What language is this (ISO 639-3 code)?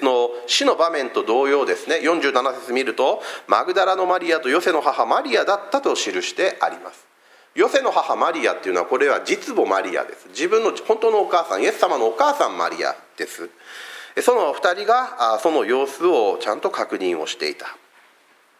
jpn